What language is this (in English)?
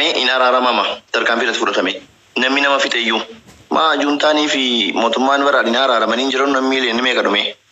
Oromo